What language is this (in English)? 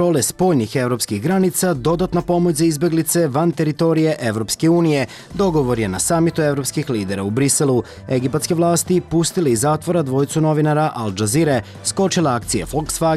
Serbian